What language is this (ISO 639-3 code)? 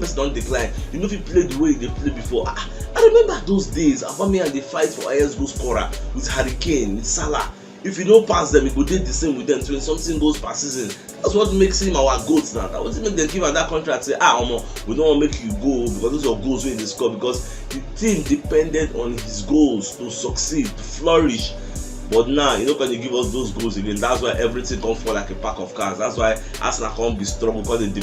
pcm